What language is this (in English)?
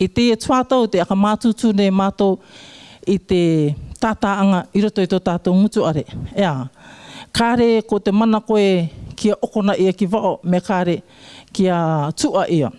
Rarotongan